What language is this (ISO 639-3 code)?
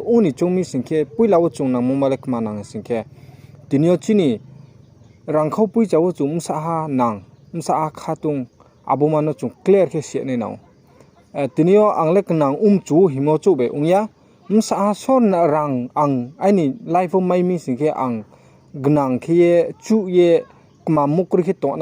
ria